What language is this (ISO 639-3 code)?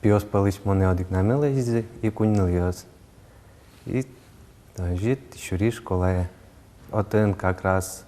udm